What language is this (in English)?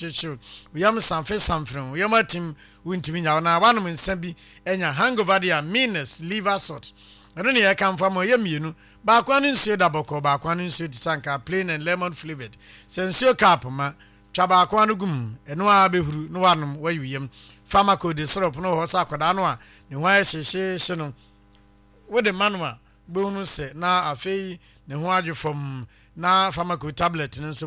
Akan